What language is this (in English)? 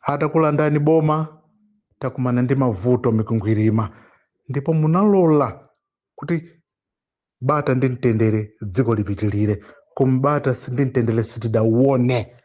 Nyanja